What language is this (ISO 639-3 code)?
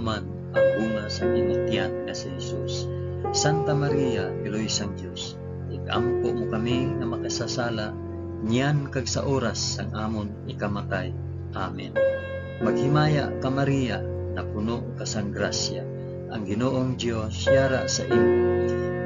hil